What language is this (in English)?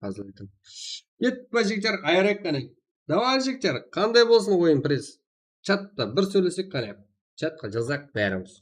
Kara-Kalpak